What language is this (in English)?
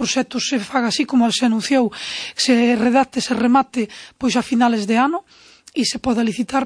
Galician